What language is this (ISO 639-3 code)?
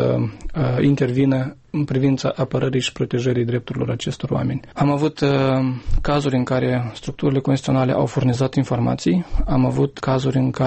ron